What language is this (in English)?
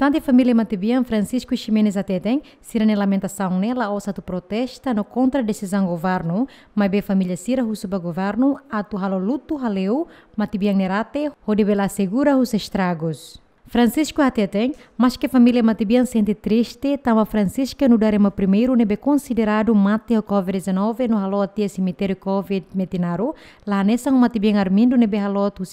Tetum